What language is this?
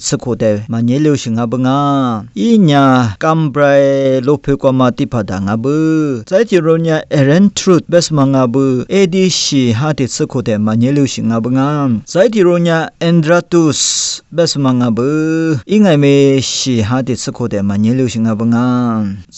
Lisu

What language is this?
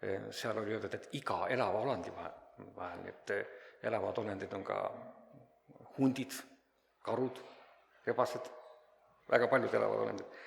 Estonian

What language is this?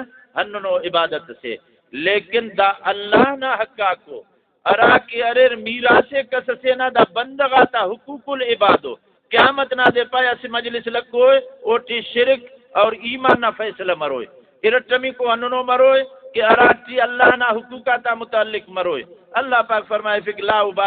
Brahui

